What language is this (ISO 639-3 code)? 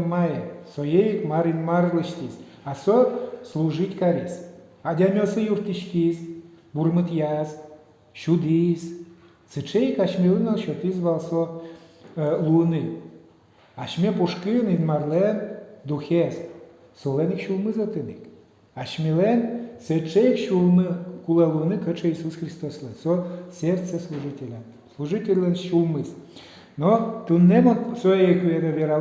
udm